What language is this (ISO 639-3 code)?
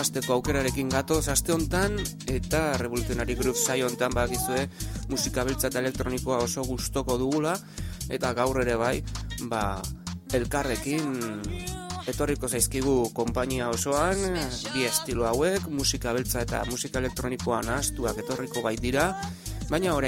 eus